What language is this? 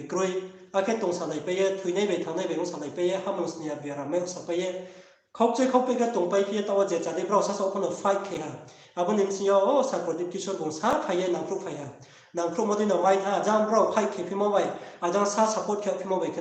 Riang (India)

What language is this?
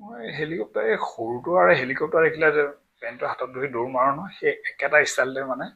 Assamese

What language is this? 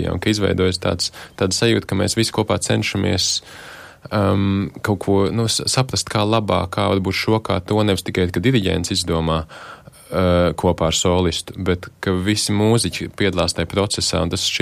Latvian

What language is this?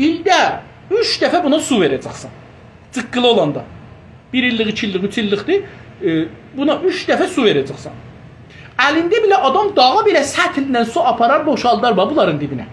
South Azerbaijani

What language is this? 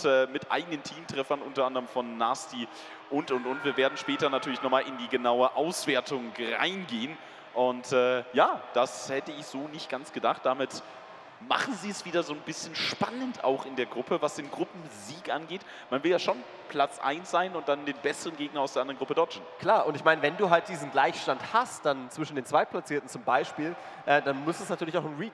German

